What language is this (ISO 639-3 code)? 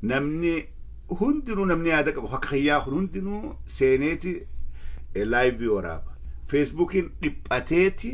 orm